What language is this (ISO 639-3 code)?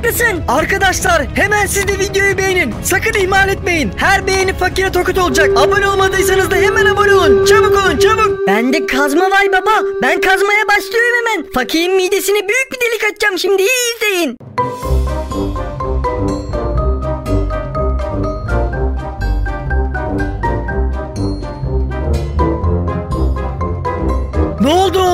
tur